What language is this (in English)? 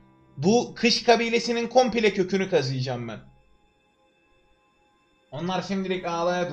Turkish